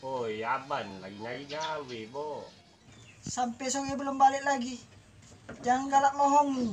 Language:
Musi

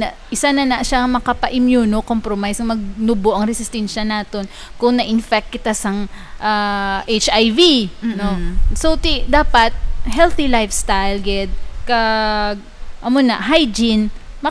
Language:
Hiligaynon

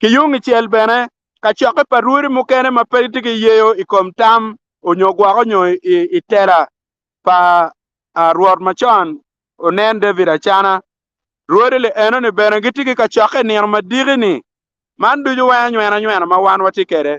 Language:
Acoli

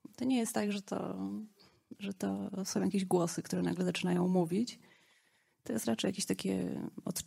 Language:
Polish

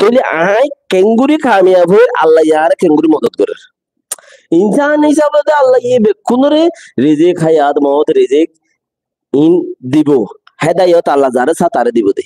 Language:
Rohingya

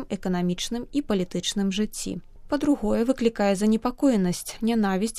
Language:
Belarusian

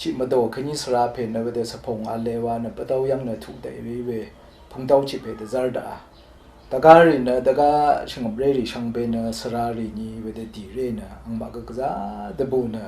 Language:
Rawang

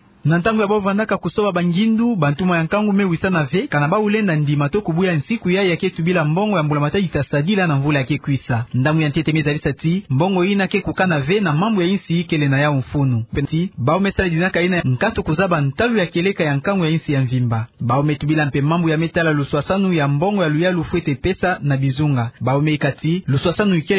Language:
Kituba (Democratic Republic of Congo)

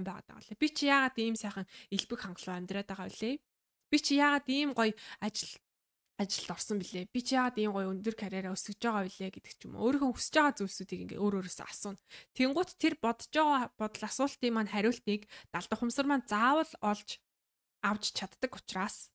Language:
Mongolian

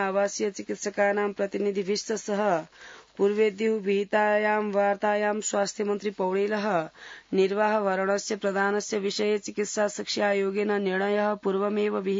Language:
Sanskrit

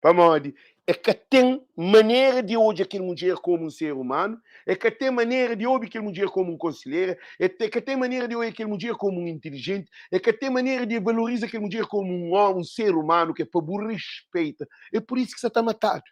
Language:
Kabuverdianu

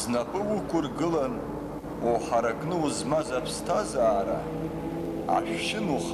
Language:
Abkhazian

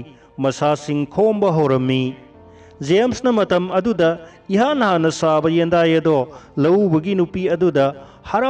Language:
Manipuri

